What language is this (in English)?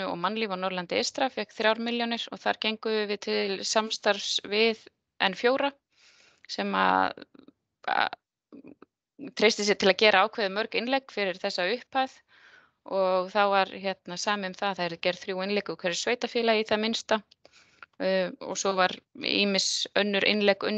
Icelandic